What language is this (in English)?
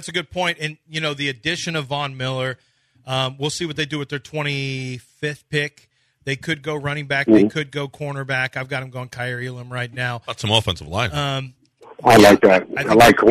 English